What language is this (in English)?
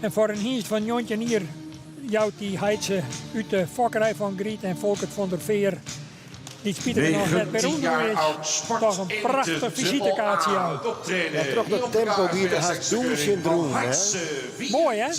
Western Frisian